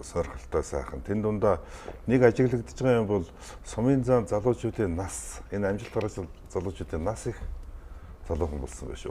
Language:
Mongolian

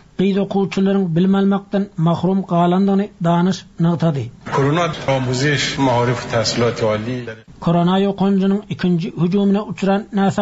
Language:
Turkmen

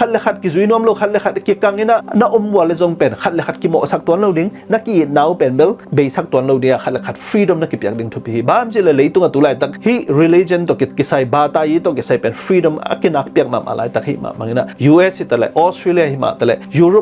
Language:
Tedim Chin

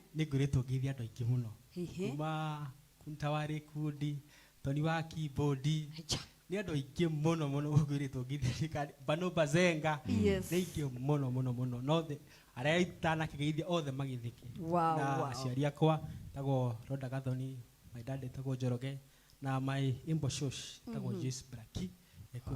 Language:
Kikuyu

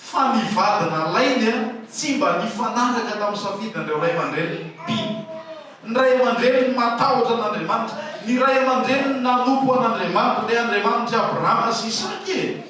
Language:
Malagasy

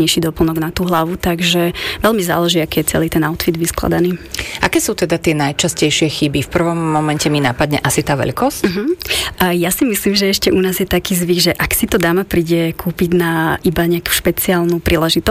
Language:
Slovak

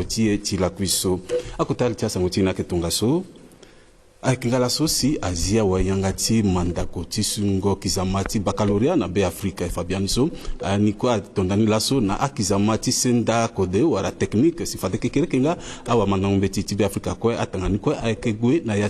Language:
Sango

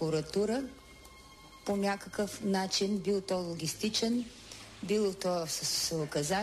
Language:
Bulgarian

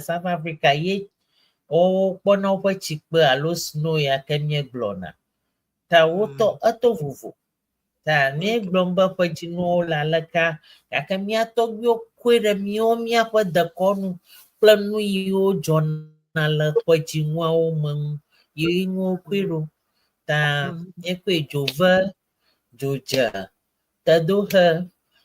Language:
Ewe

